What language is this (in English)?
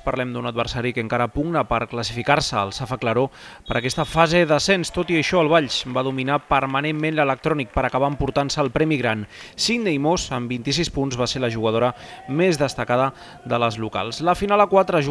Catalan